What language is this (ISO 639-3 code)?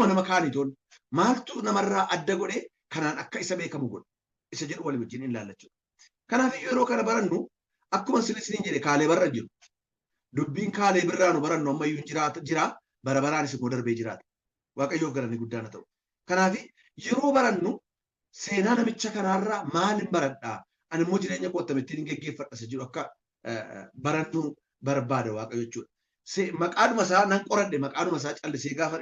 orm